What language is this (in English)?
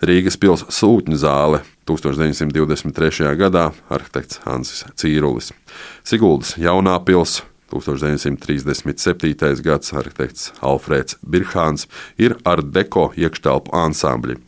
Latvian